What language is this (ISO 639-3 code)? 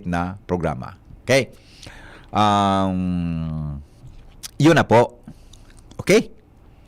bik